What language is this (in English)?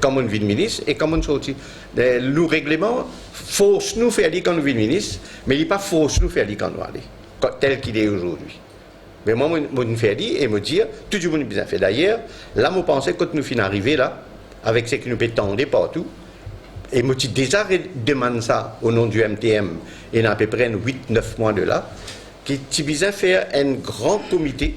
Morisyen